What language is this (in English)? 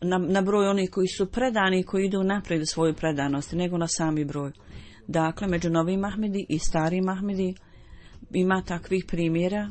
Bosnian